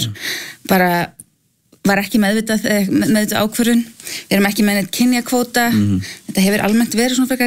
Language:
Icelandic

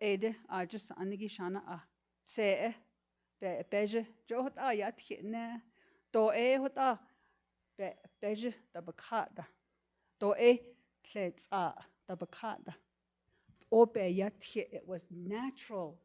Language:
Navajo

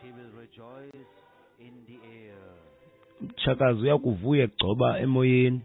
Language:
Xhosa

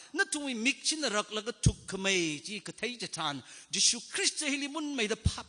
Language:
Tangkhul Naga (India)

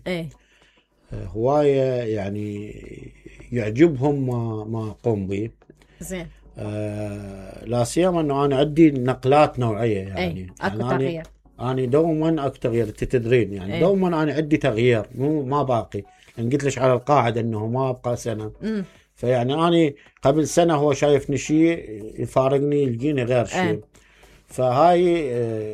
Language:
Mesopotamian Arabic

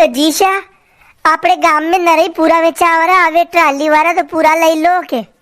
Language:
Rajasthani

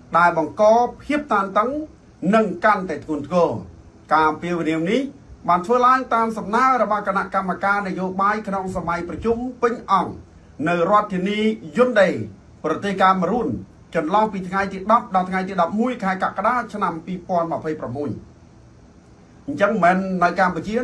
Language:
Khmer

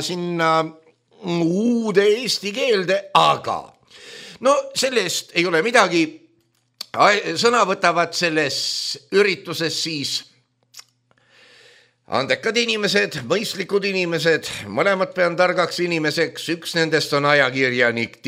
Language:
Estonian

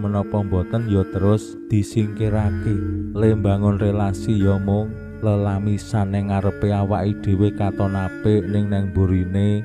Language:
Javanese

